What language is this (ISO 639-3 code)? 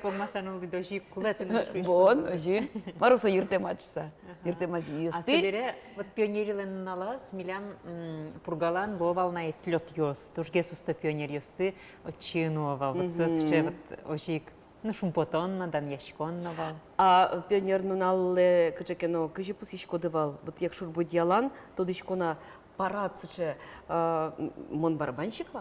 udm